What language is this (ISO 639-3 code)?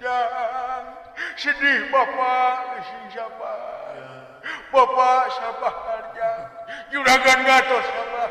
sun